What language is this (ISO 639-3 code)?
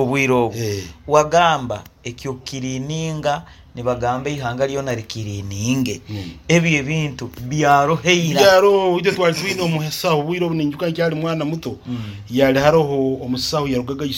nyo